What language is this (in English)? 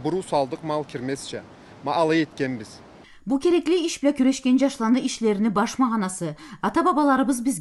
Karachay-Balkar